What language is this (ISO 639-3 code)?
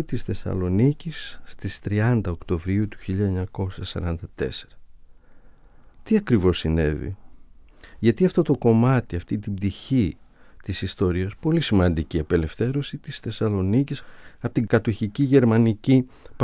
ell